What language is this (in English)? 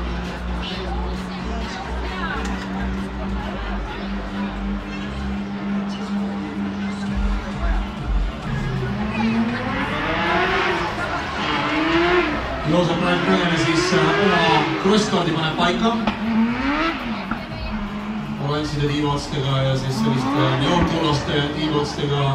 Estonian